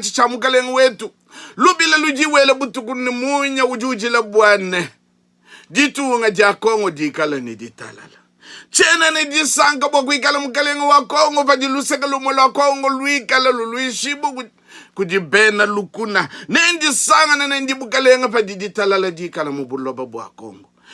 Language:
Luba-Lulua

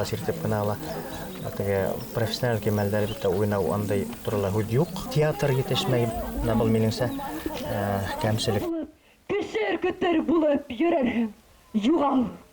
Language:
Bashkir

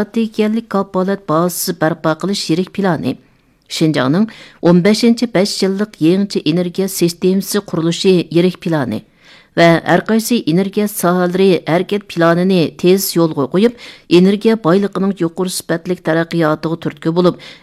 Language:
Uyghur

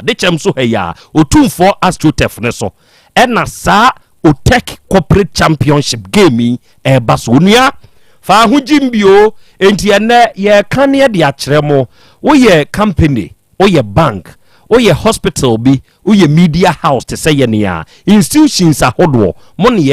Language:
Akan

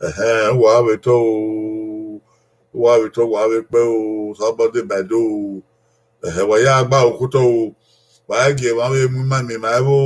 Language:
Bini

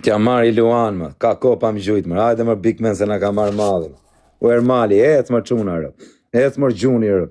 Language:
Albanian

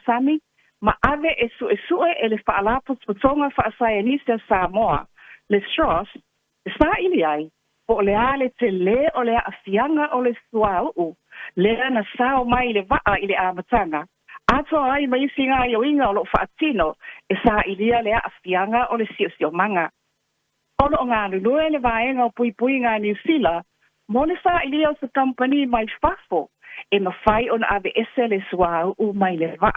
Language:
Samoan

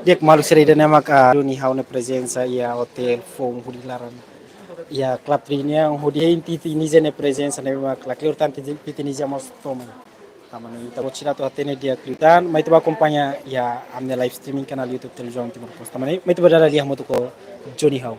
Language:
Tetum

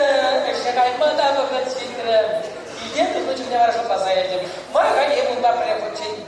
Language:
Chuvash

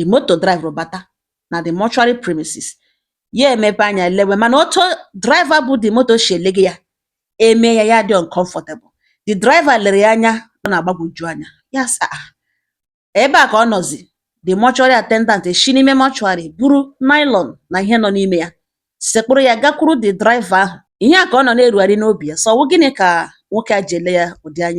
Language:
Igbo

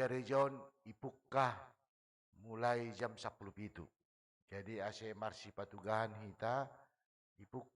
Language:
Batak Simalungun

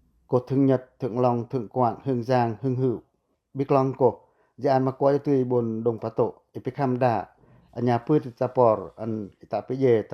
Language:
Pacoh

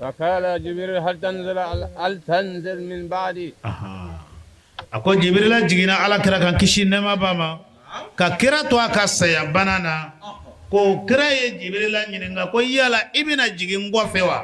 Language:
Bambara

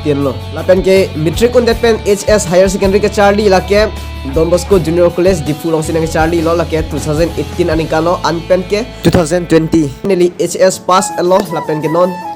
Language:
Karbi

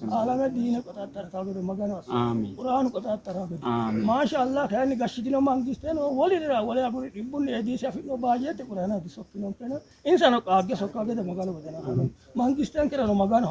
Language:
Sidamo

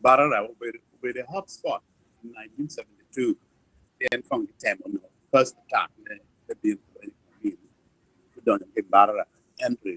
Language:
Acoli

